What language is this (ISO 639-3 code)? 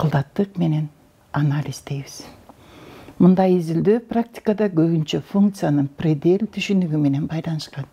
kir